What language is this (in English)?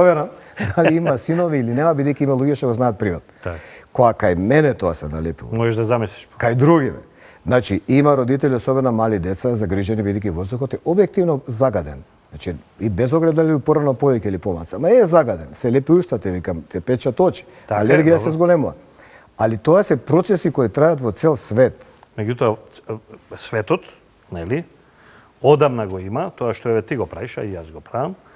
Macedonian